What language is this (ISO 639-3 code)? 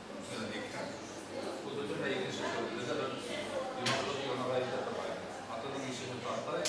bak